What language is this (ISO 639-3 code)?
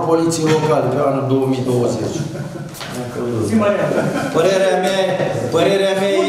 ron